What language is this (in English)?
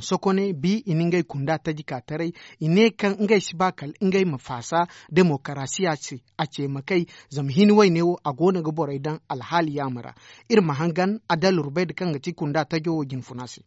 Zarma